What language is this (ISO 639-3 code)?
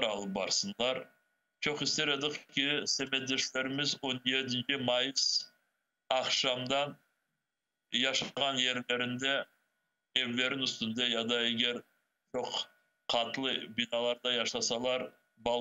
crh